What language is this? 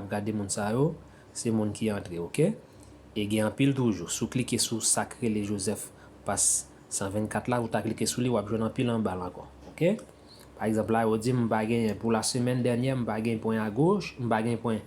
Haitian Creole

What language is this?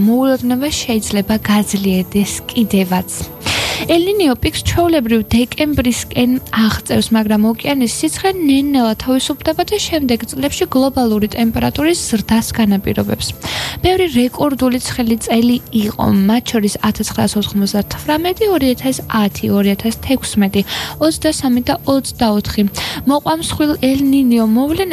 Georgian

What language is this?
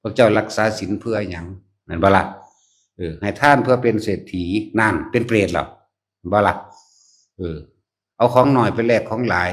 Lao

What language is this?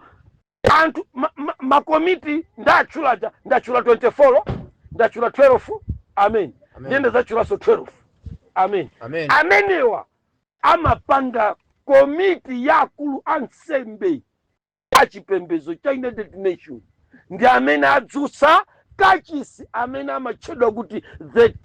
Nyanja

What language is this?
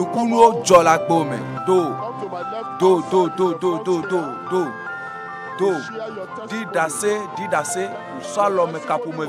Ewe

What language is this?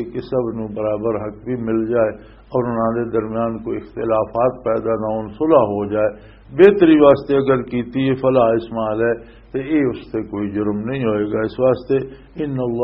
Western Panjabi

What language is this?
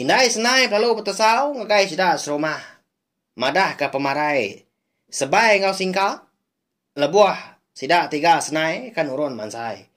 Iban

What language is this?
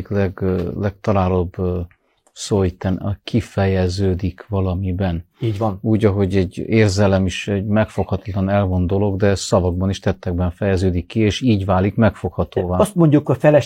Hungarian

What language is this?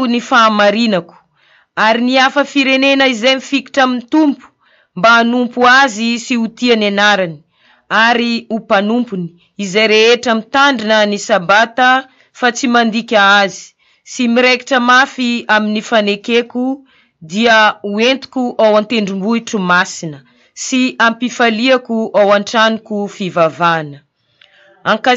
Malagasy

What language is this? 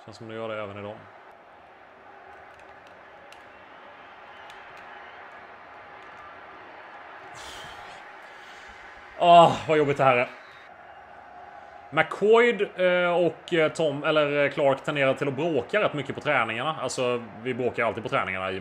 Swedish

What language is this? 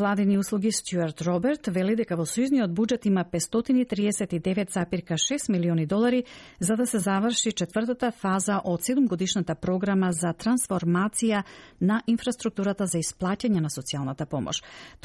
Macedonian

